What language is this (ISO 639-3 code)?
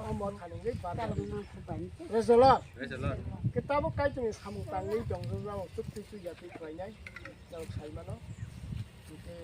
trp